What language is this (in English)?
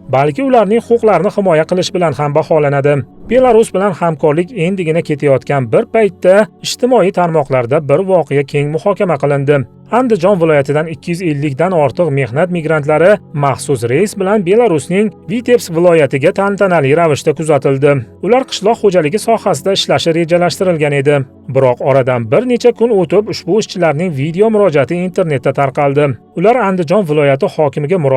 Uzbek